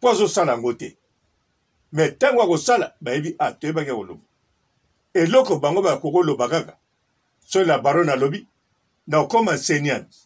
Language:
Lingala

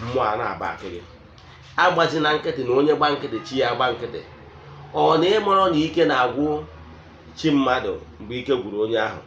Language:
Igbo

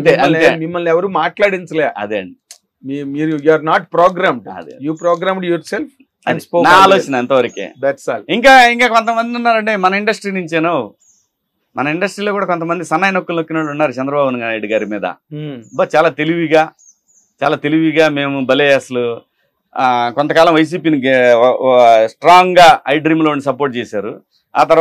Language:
Telugu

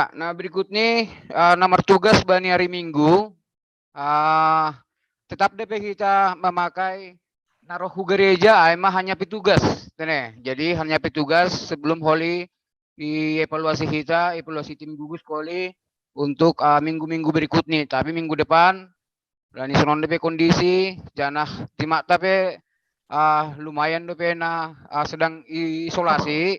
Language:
Batak Simalungun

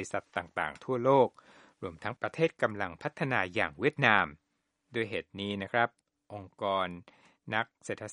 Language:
Thai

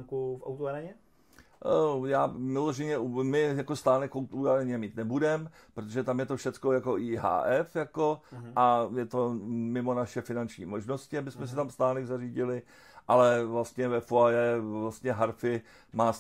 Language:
Czech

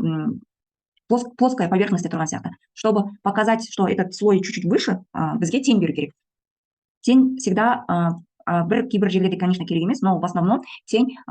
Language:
Kazakh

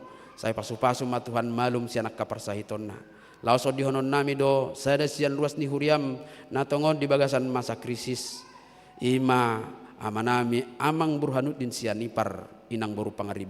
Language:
Batak Toba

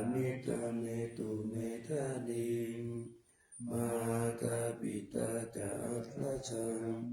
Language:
Pali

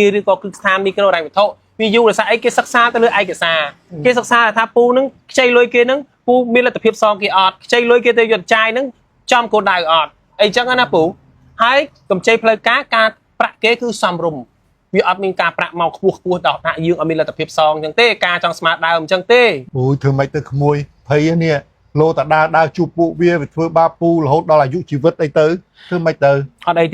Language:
Khmer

